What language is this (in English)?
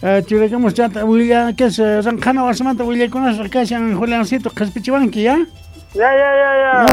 South Bolivian Quechua